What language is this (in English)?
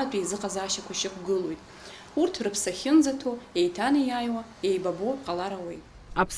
Abkhazian